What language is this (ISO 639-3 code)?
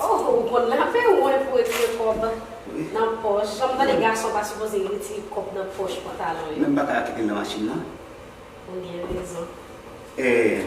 hat